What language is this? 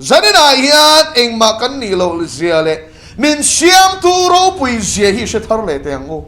Mizo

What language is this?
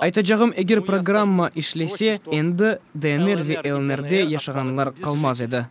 Crimean Tatar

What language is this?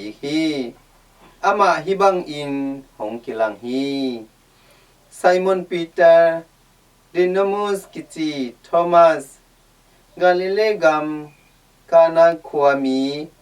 Tedim Chin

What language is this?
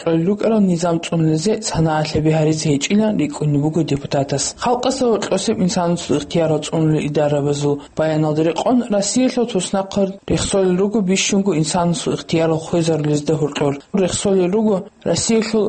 Avaric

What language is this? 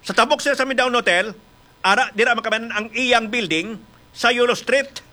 Hiligaynon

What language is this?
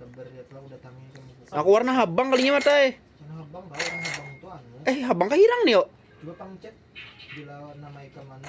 Banjar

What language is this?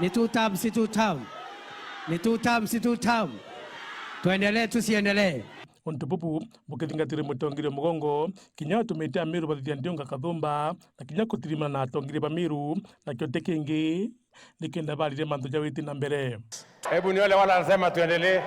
Meru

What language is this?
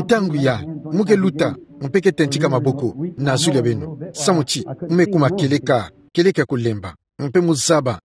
Kituba (Democratic Republic of Congo)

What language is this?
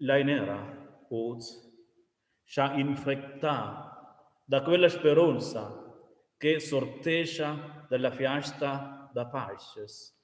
Romansh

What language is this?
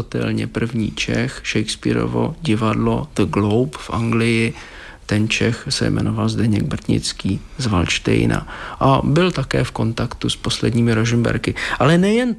Czech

